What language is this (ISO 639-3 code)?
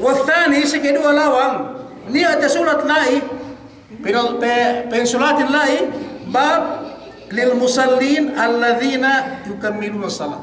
yka